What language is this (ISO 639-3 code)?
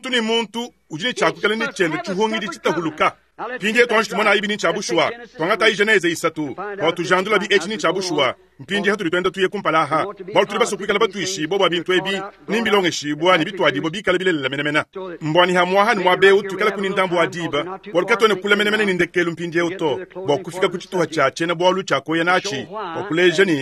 lua